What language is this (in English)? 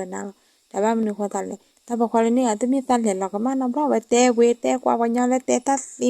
S'gaw Karen